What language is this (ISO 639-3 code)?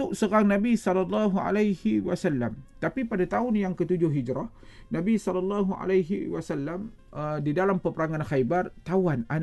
msa